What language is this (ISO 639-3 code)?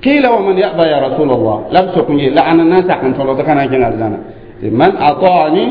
mos